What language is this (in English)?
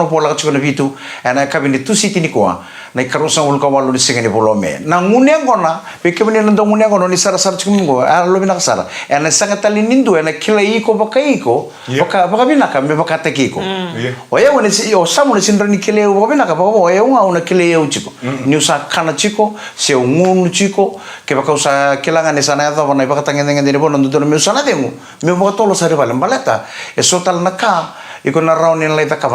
Fijian